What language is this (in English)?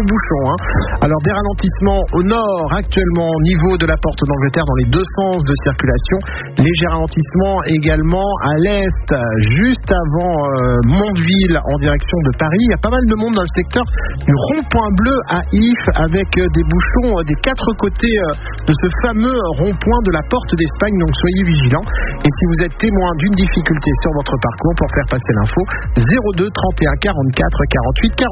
French